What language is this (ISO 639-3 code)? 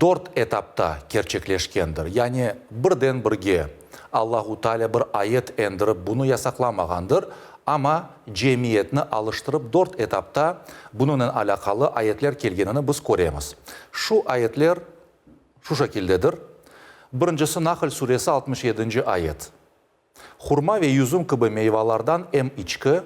crh